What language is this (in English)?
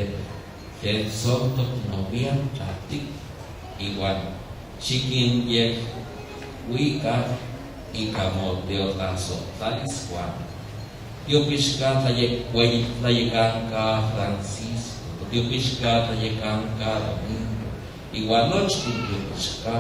Nahuatl languages